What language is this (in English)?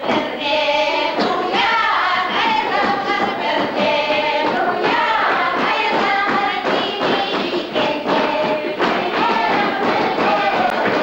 Chuvash